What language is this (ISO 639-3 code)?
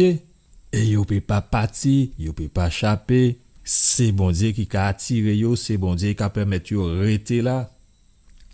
gcf